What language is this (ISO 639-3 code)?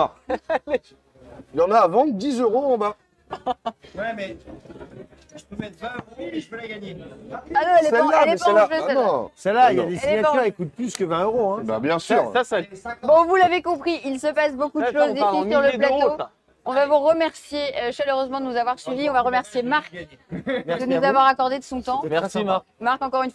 fra